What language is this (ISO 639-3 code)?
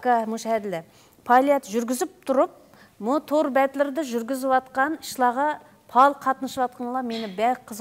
uig